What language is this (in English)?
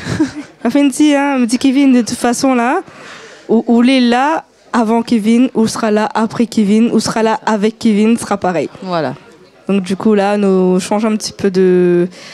Réunion Creole French